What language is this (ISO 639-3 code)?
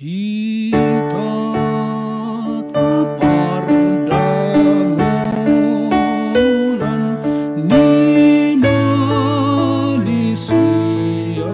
bbc